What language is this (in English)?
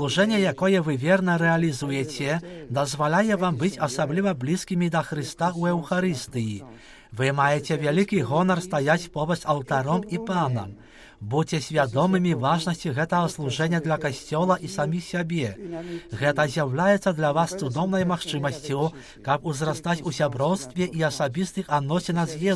Belarusian